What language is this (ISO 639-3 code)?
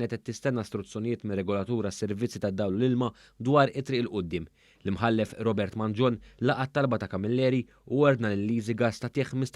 mlt